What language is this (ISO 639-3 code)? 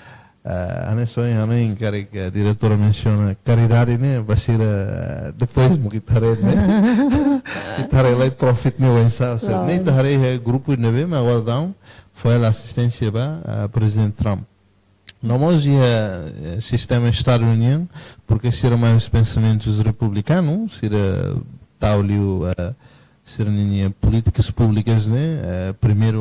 tet